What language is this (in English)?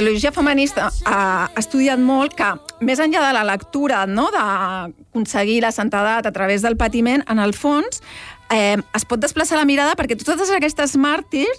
Catalan